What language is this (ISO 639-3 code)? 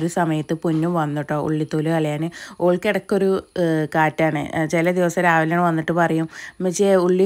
mal